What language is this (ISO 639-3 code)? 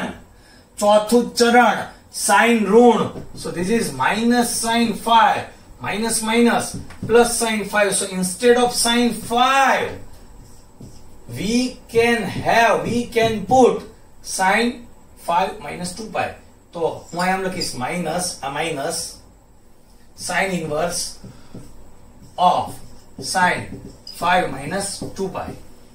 guj